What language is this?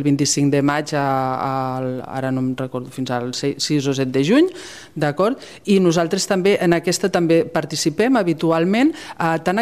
Catalan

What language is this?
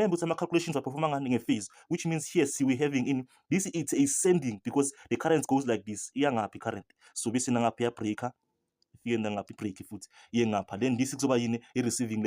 Zulu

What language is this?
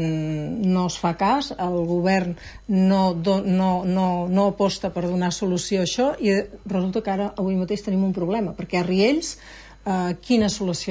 Catalan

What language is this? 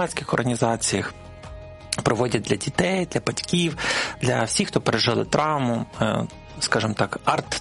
Ukrainian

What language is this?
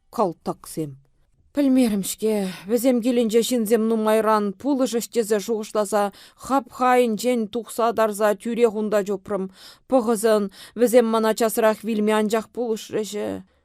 Chuvash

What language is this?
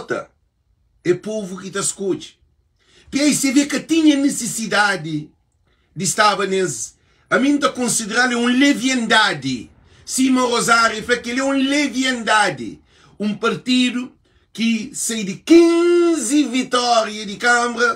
Kabuverdianu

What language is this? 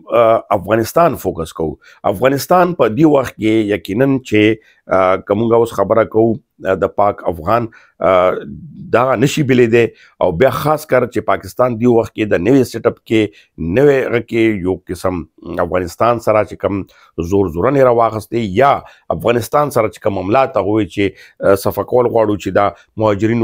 Pashto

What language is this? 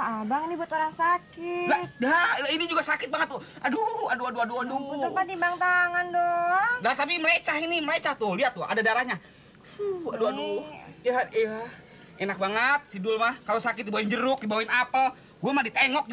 Betawi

